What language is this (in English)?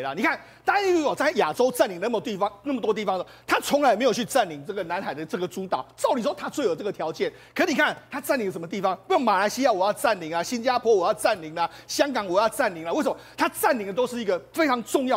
Chinese